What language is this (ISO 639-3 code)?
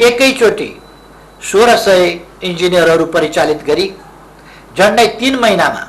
nep